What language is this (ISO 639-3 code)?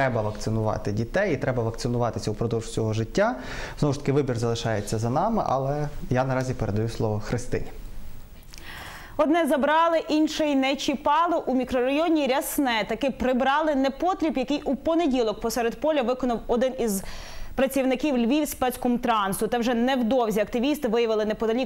ukr